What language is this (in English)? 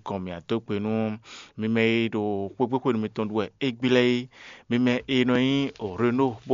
Fon